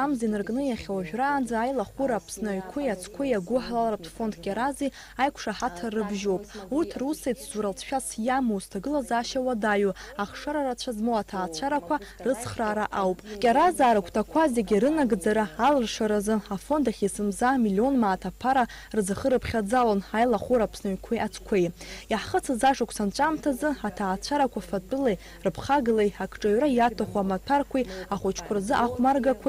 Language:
Abkhazian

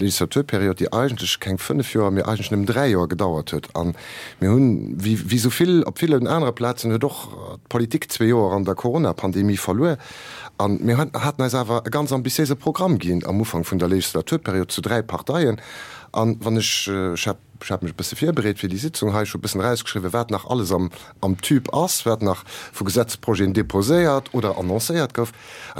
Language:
Luxembourgish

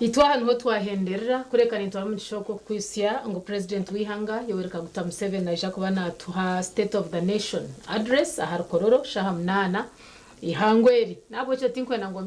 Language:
Nyankole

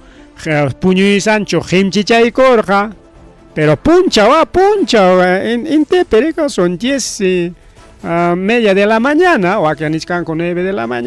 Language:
Ayacucho Quechua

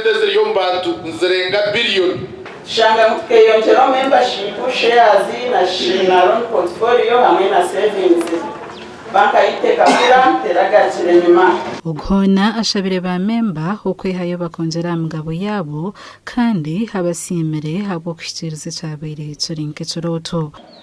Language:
Nyankole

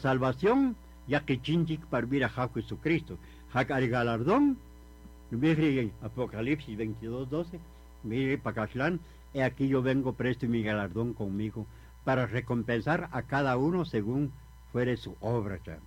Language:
Kaqchikel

